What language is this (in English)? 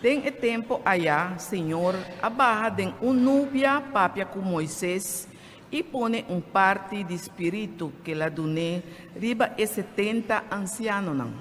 Papiamento